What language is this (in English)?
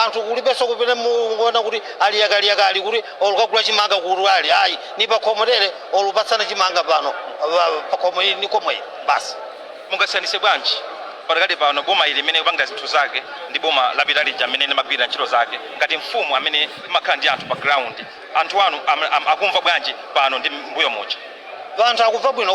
Nyanja